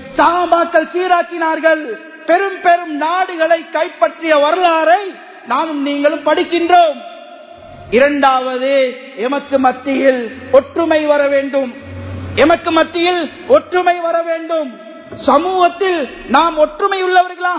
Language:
Tamil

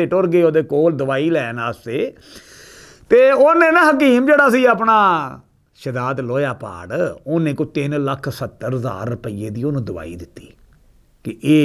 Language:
Western Panjabi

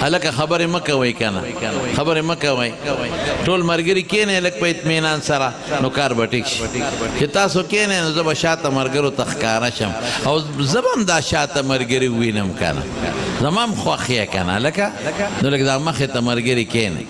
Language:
Pashto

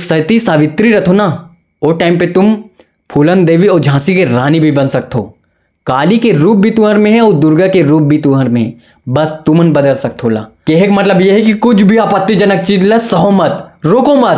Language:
Chhattisgarhi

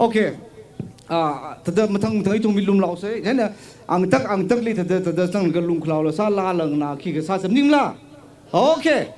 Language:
Tangkhul Naga (India)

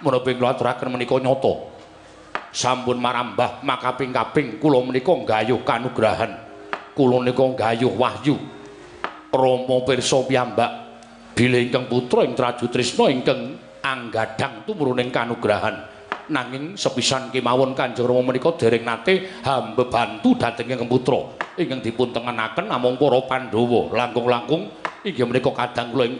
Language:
Javanese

